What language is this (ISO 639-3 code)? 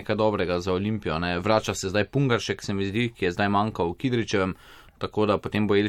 slv